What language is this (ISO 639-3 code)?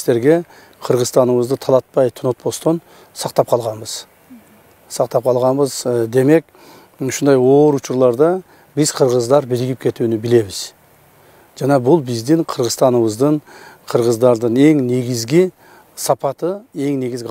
kir